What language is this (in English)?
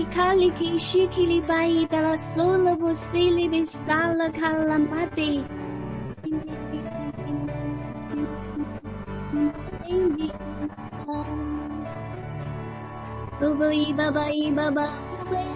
Chinese